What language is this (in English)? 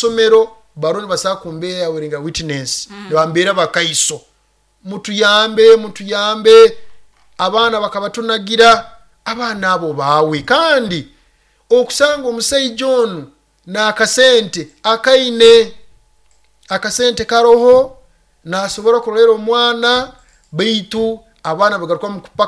Nyoro